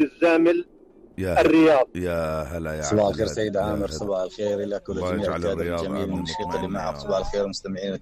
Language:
North Levantine Arabic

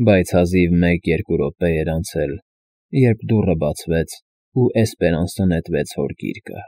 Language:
Armenian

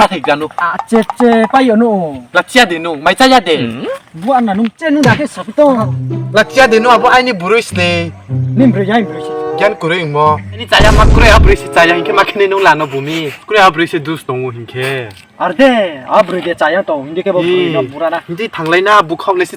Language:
Riang (India)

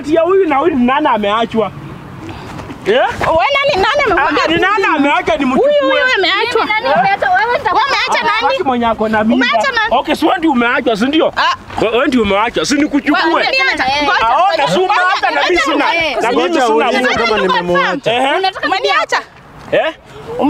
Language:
Swahili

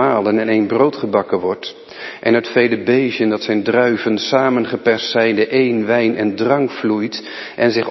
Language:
Dutch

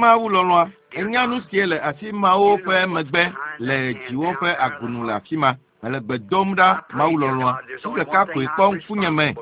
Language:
Ewe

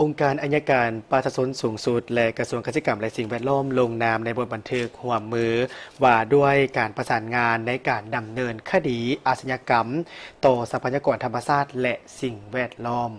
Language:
Lao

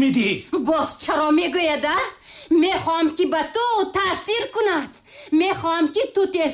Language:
Tajik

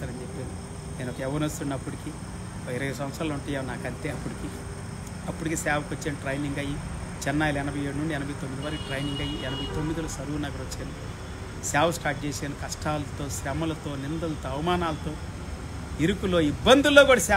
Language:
Telugu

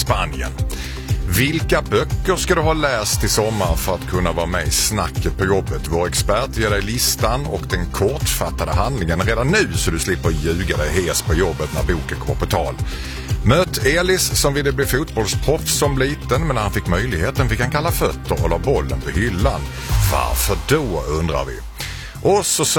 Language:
Swedish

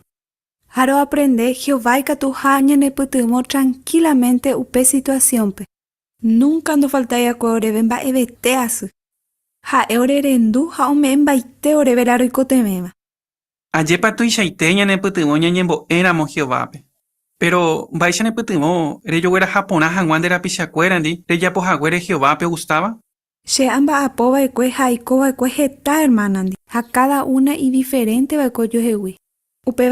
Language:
Guarani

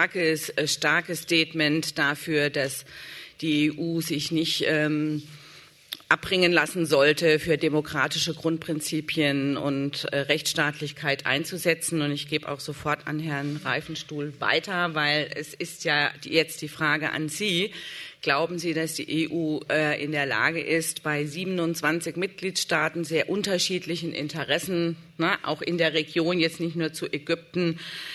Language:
German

